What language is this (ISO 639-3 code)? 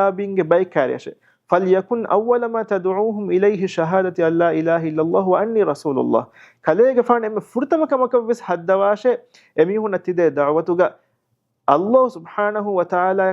div